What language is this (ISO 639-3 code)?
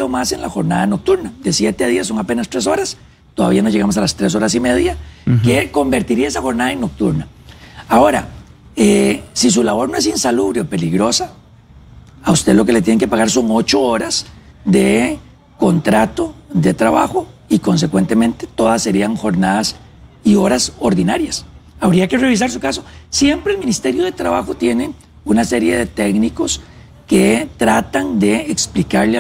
spa